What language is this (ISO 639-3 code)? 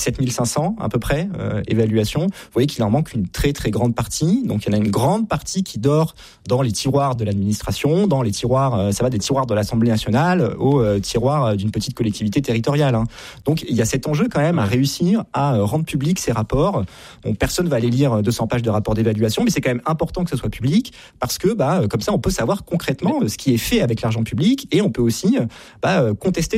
fra